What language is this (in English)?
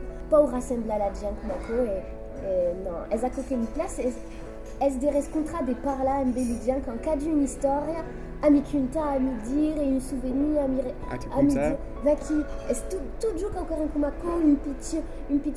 Occitan